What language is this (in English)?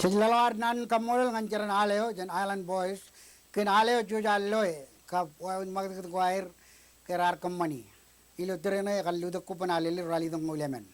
Marshallese